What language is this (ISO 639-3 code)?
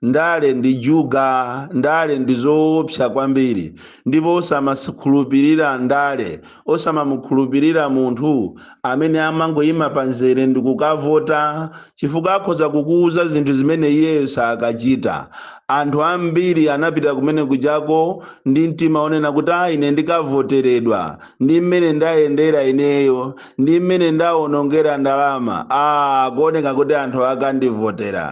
nya